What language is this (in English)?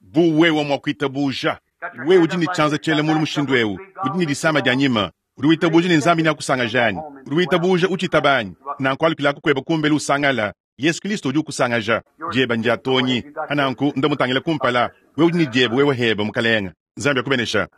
Luba-Lulua